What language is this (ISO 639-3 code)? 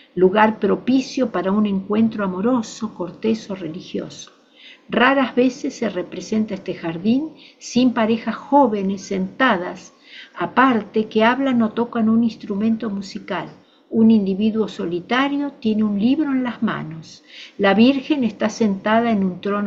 spa